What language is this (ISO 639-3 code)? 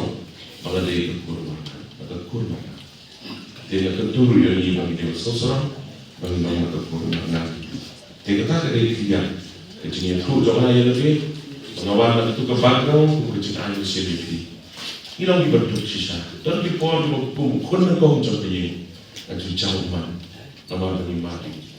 kha